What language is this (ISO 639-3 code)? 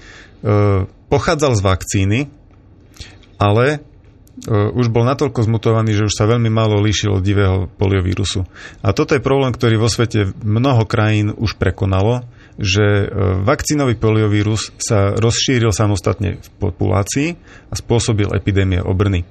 slk